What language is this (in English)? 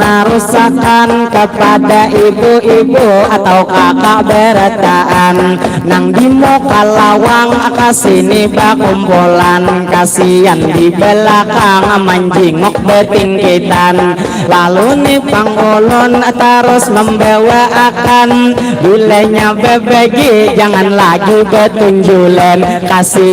Banjar